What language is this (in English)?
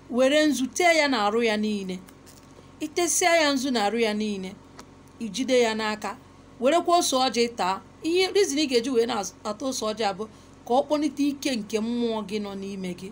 Igbo